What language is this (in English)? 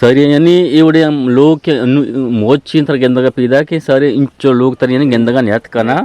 Eastern Balochi